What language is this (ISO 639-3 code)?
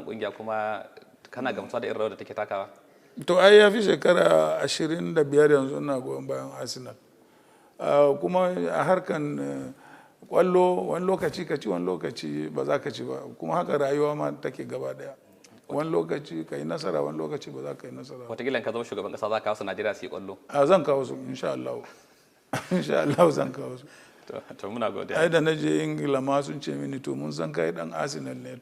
hau